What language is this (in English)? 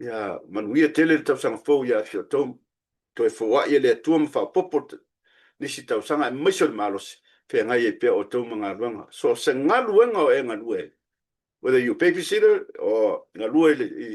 Samoan